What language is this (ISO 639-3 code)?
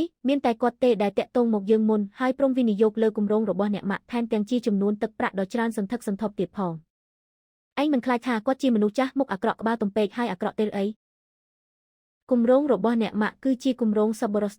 khm